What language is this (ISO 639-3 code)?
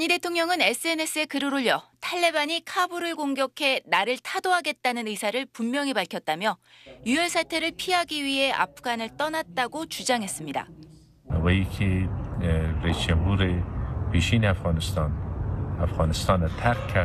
kor